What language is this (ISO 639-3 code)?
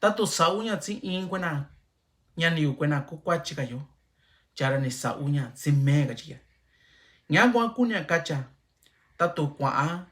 mix